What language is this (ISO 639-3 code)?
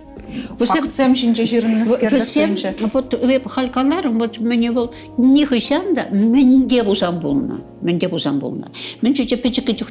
chv